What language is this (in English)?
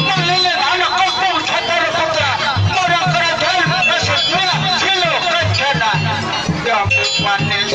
Banjar